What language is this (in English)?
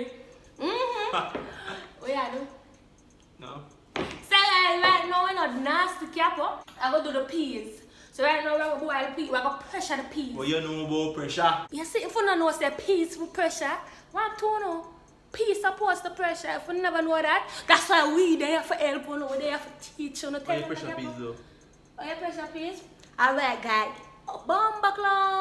Jamaican Creole English